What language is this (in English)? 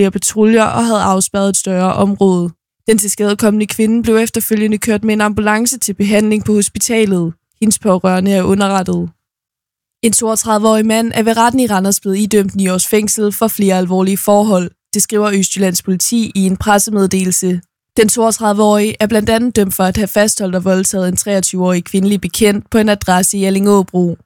Danish